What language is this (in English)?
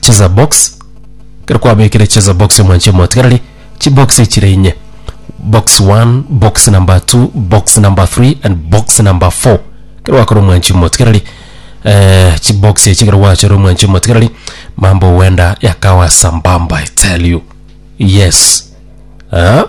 Gusii